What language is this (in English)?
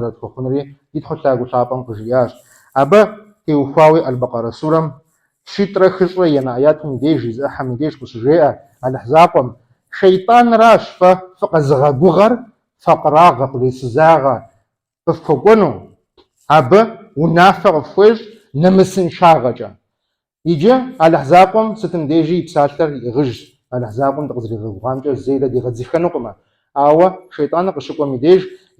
Kabardian